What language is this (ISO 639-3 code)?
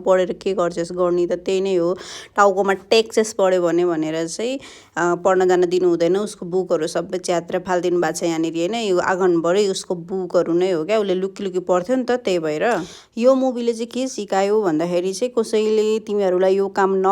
nep